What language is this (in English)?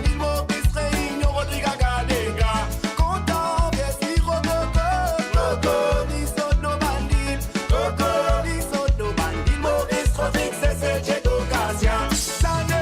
Morisyen